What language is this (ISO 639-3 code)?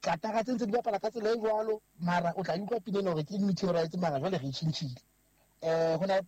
sot